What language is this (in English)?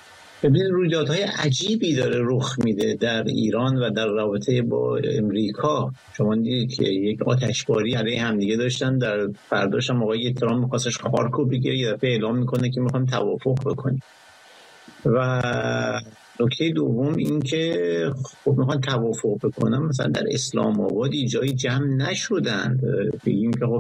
Persian